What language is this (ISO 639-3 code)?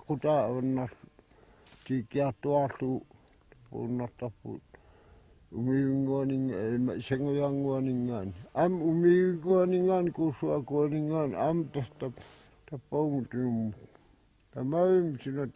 kal